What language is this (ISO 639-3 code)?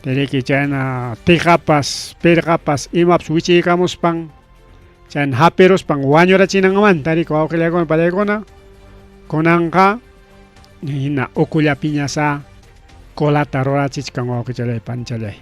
quy